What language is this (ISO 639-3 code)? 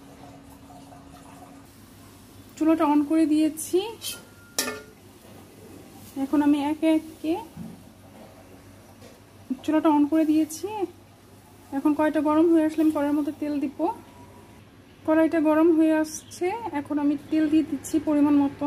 ben